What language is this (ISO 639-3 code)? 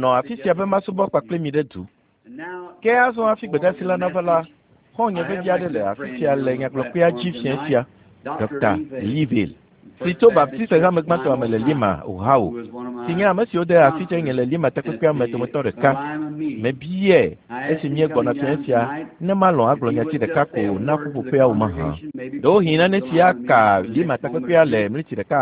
ewe